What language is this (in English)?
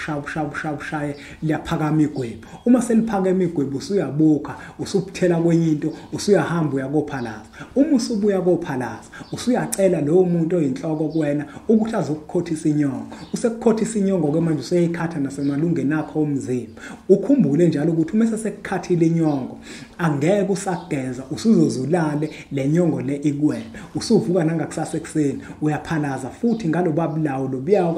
Zulu